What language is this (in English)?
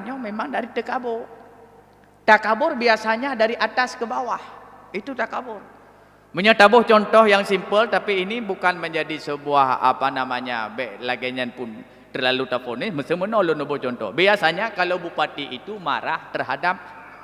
Achinese